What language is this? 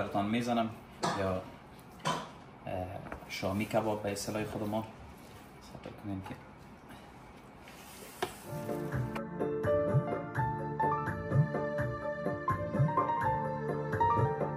Persian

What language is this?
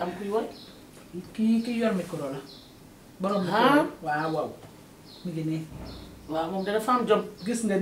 Wolof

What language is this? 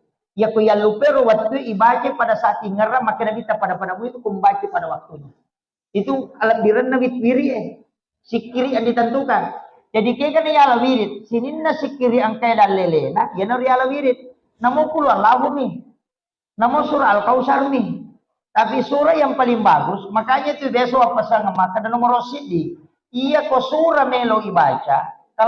Buginese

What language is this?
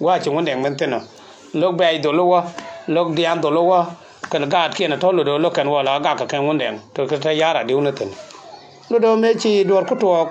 Nuer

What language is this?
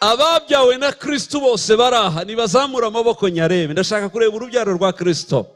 Kinyarwanda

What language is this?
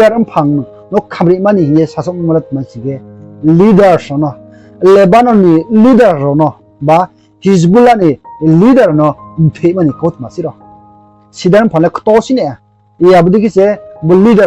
Riang (India)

